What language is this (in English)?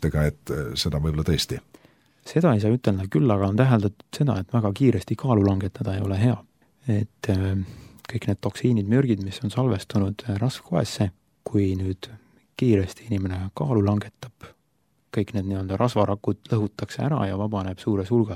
Estonian